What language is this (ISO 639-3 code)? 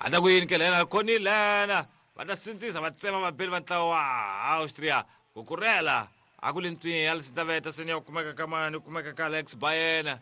tso